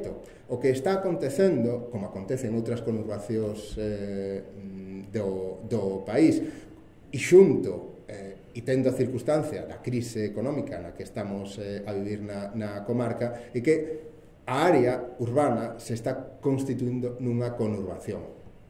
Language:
Galician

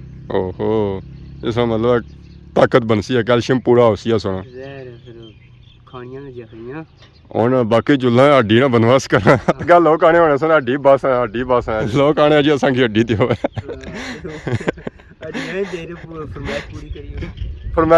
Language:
Pahari-Potwari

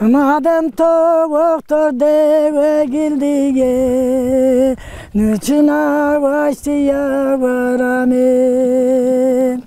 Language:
Zaza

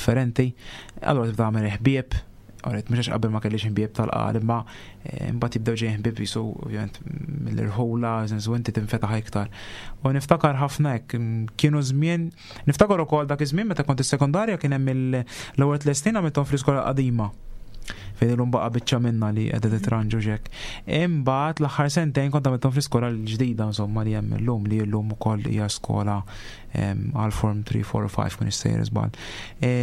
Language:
Maltese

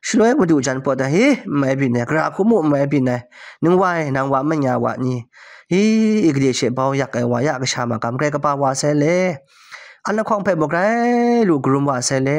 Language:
Kachin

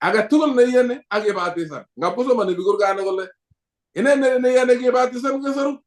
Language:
Kalenjin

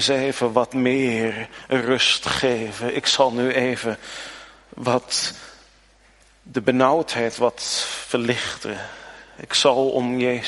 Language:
Dutch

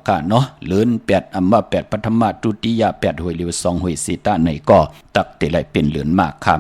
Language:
Shan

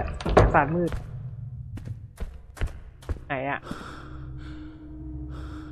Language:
Thai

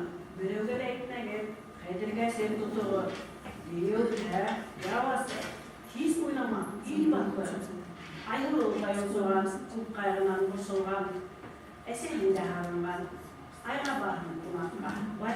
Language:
Bashkir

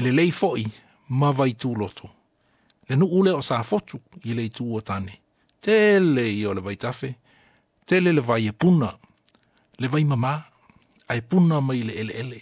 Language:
Samoan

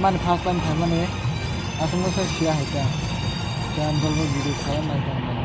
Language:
Kok Borok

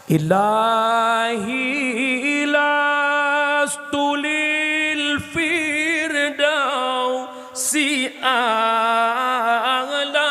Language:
Achinese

